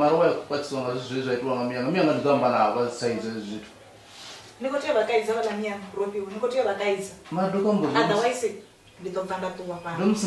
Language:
Venda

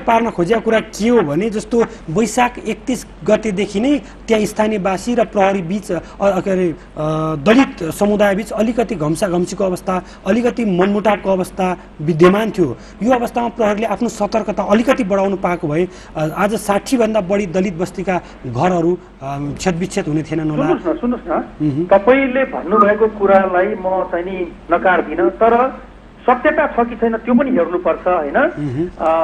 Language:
Nepali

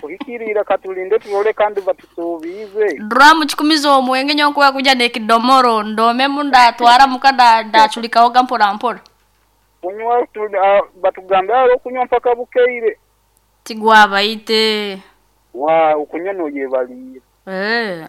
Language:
Nyankole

